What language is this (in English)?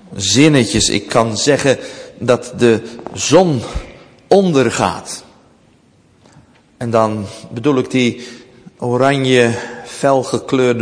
Dutch